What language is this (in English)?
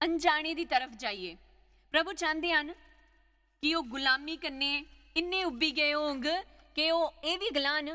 Dogri